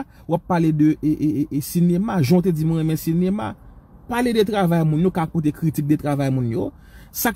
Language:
Haitian Creole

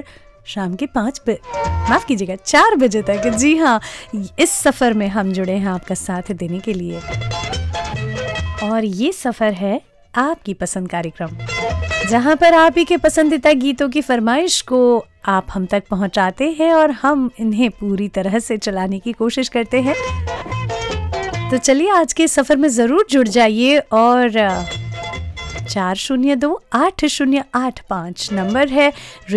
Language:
Hindi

